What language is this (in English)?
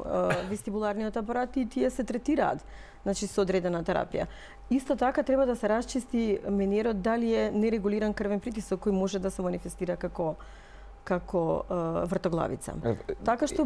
Macedonian